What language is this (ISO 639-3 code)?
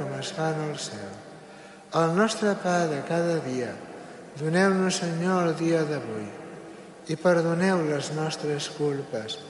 cat